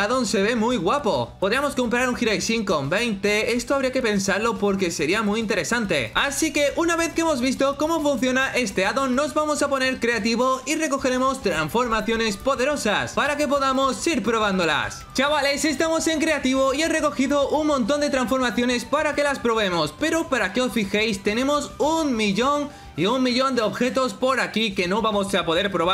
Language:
Spanish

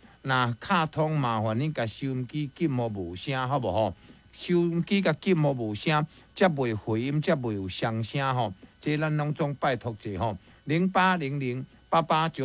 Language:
Min Nan Chinese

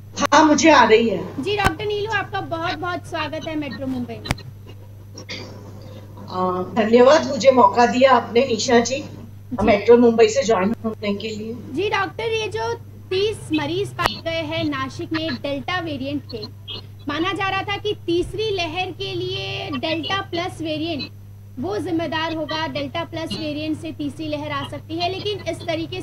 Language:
Hindi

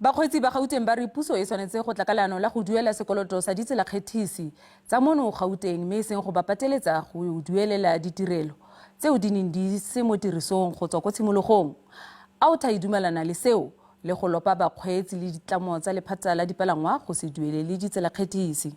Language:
Tswana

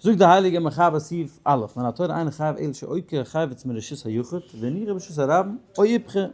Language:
Yiddish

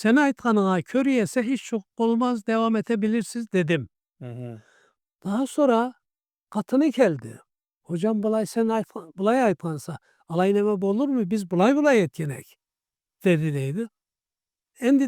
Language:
Karachay-Balkar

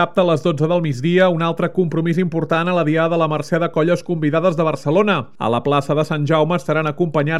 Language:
Catalan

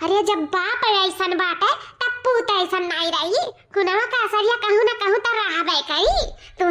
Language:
Awadhi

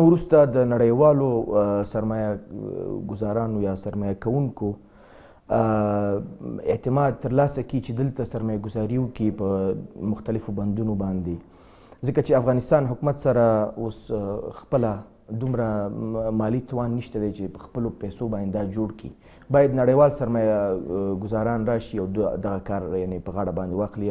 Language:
Pashto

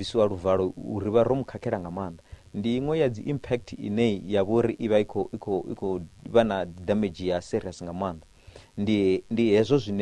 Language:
Venda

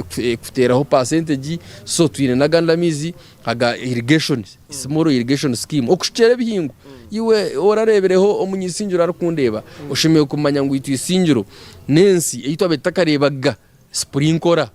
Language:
Nyankole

